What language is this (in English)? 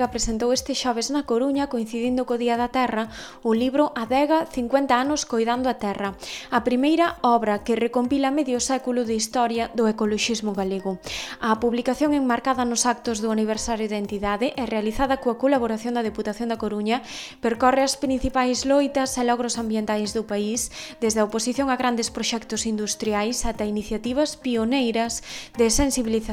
Galician